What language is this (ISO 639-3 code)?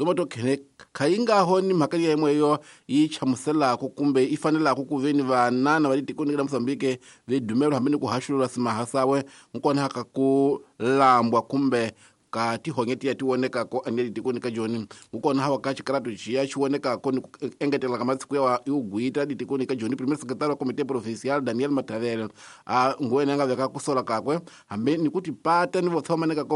tso